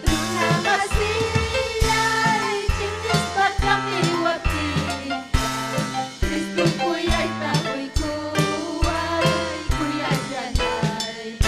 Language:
Ayacucho Quechua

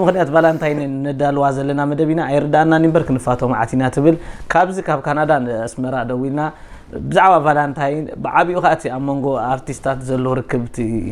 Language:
Tigrinya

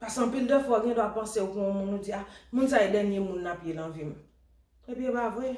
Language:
Haitian Creole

